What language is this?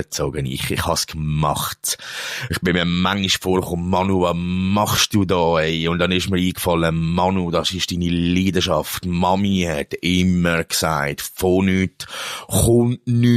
Swiss German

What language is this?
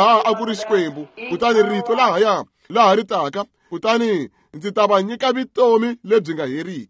Tsonga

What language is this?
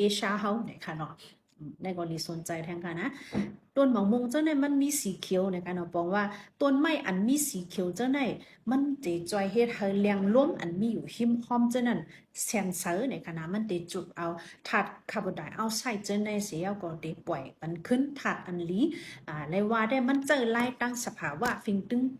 Shan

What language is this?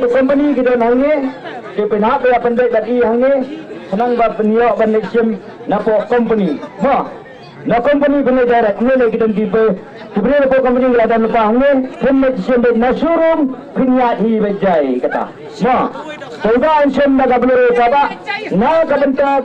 Khasi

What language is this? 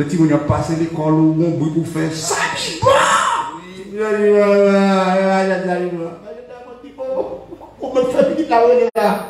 French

